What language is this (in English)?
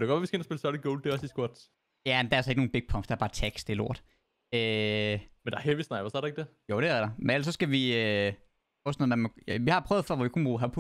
Danish